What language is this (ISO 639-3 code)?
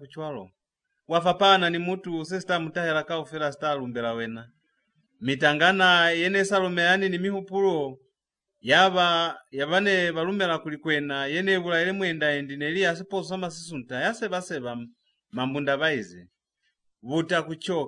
loz